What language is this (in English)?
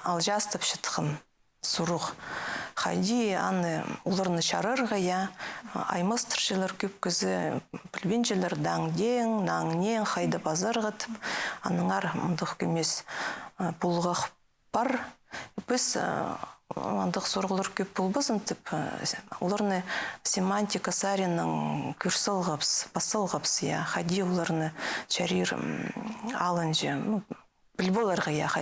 Khakas